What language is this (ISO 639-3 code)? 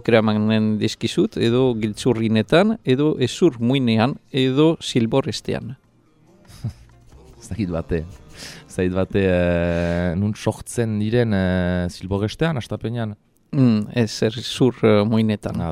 eus